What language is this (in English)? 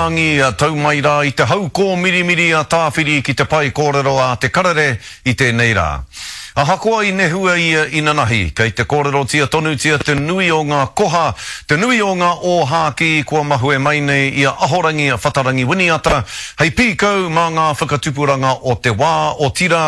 Māori